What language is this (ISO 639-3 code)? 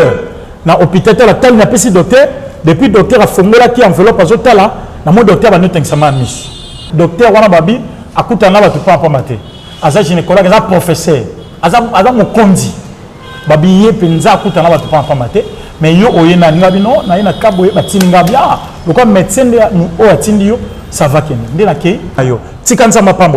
lin